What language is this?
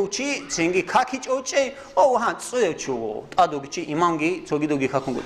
Avaric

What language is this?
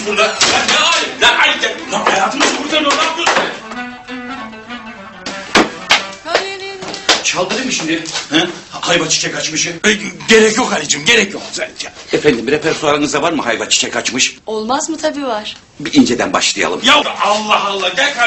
Turkish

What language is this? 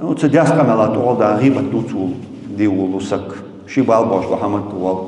Ingush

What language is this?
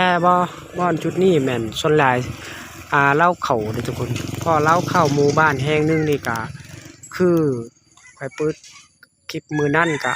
Lao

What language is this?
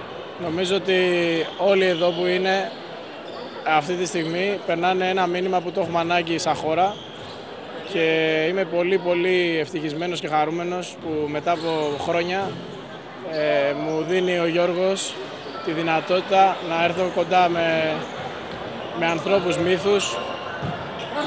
Greek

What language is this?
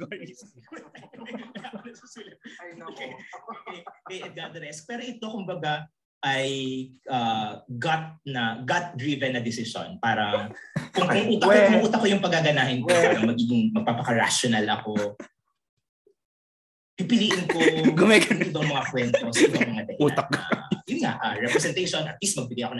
Filipino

